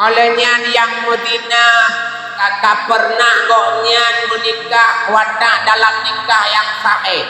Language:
Achinese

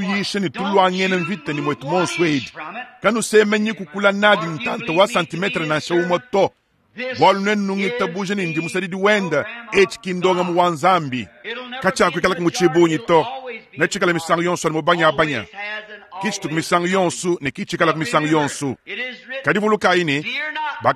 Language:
Luba-Lulua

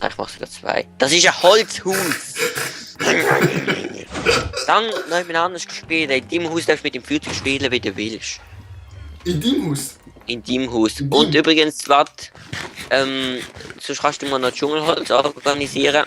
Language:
Swiss German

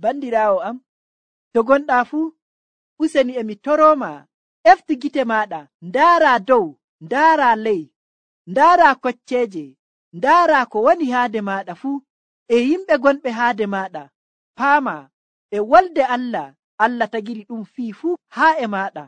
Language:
Nigerian Fulfulde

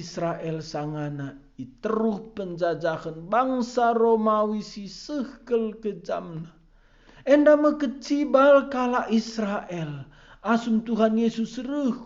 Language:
Batak Karo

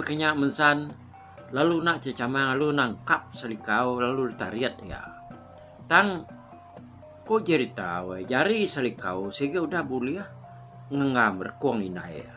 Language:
Iban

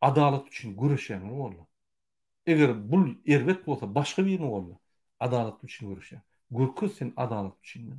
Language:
Turkmen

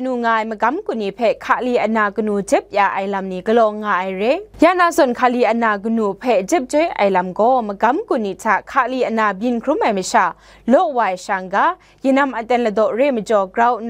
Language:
Kachin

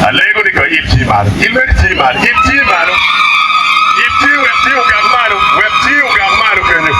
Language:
Acoli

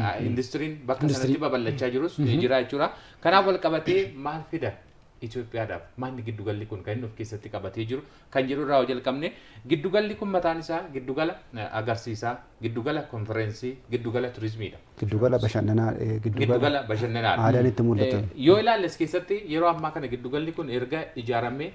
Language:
Oromo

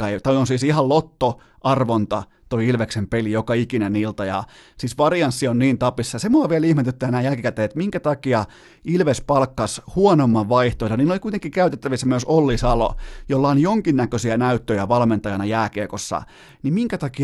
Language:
Finnish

